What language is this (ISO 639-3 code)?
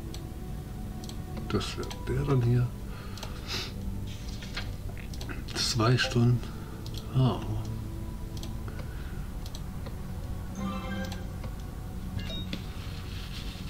deu